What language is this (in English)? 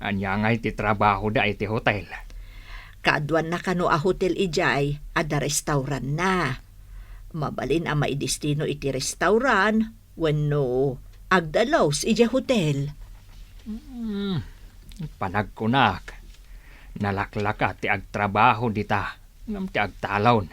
Iloko